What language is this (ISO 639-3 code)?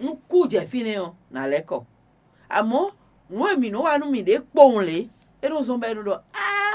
fon